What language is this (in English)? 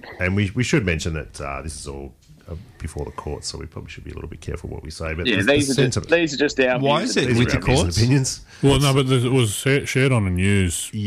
English